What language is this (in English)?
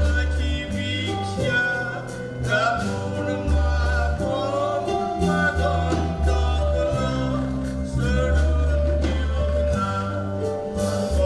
Konkani